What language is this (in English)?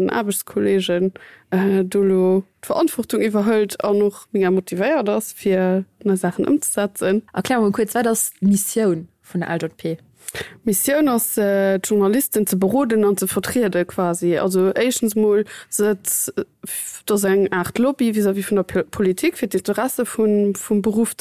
Luxembourgish